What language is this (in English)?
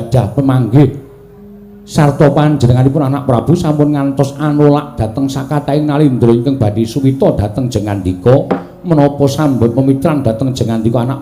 Javanese